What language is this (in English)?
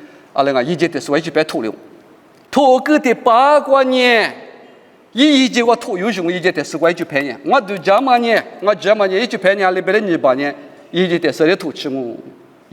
Lisu